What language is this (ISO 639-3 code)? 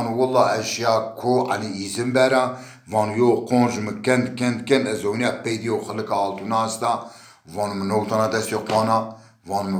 zza